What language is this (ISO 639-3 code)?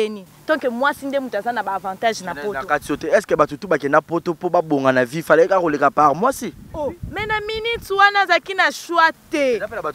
lin